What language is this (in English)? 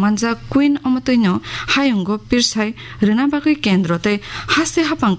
Kok Borok